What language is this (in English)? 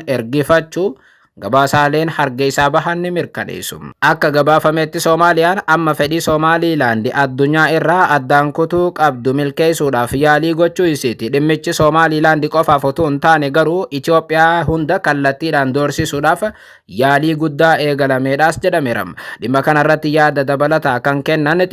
Oromo